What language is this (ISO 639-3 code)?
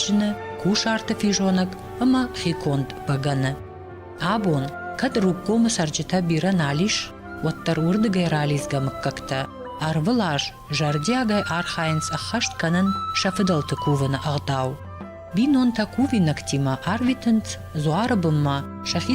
oss